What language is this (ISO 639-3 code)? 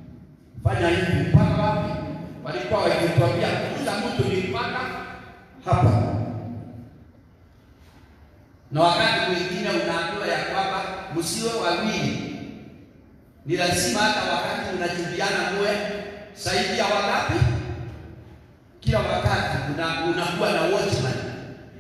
swa